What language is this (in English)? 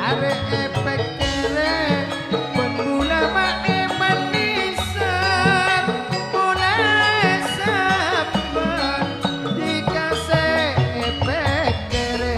Madurese